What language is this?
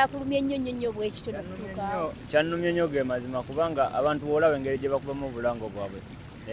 Ganda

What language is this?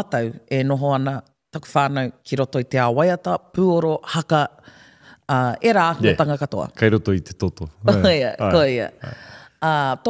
Māori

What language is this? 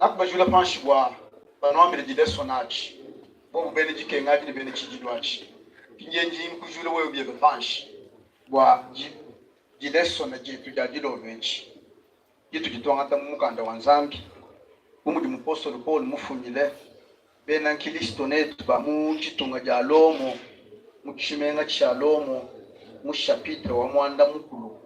Luba-Lulua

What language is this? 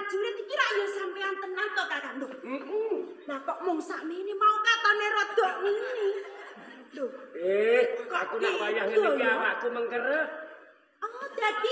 Javanese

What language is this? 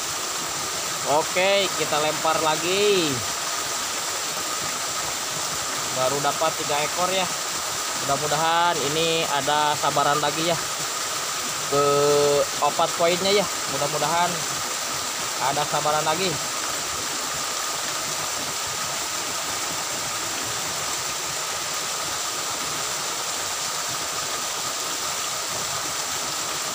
Indonesian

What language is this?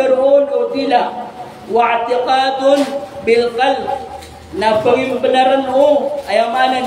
Maranao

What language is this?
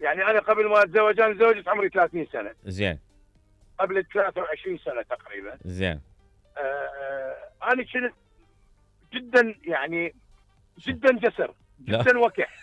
Mesopotamian Arabic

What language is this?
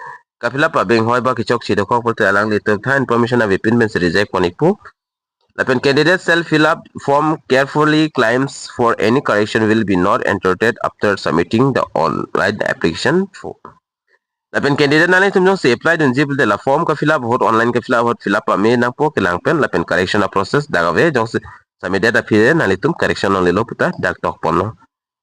Karbi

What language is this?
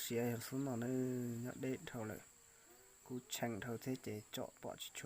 Hmong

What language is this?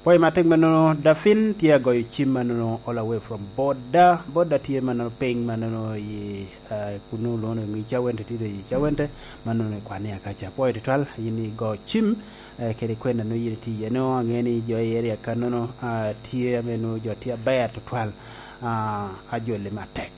Lango (Uganda)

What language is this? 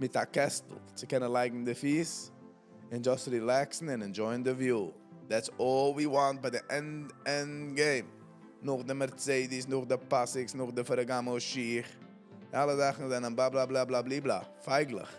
Yiddish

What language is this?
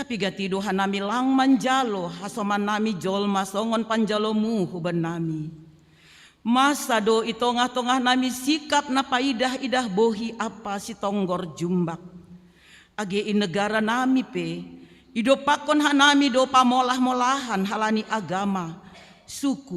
Batak Simalungun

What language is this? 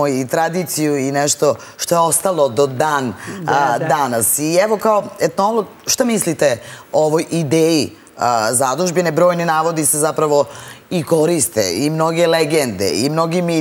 Serbian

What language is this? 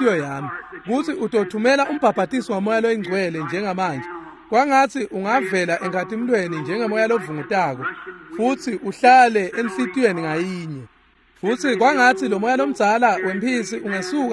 Swati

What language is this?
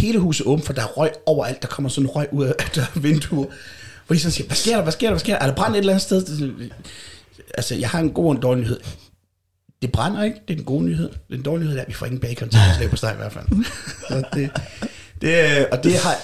Danish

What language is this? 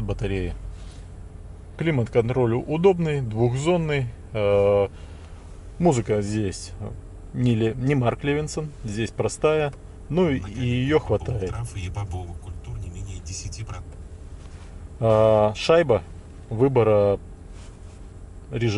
Russian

